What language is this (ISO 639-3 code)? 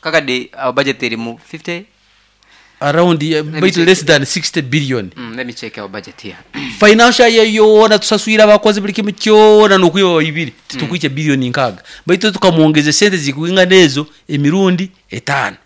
nyo